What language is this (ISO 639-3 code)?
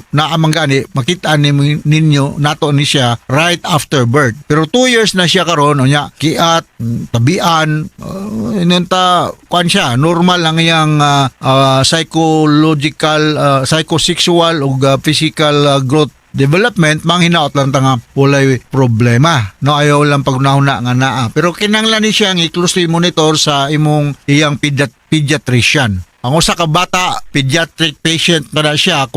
ceb